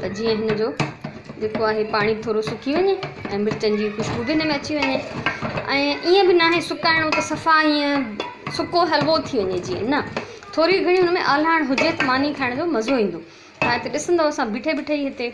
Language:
Sindhi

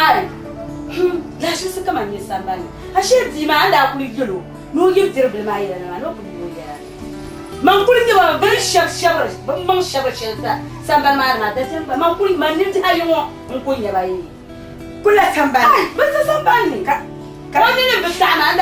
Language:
Dagbani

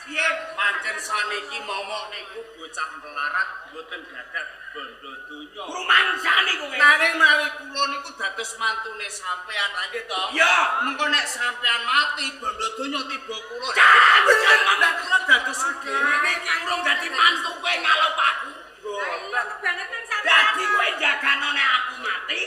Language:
Javanese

